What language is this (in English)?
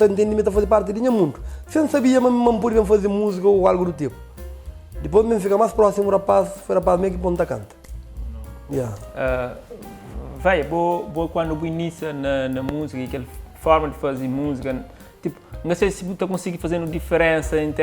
Kabuverdianu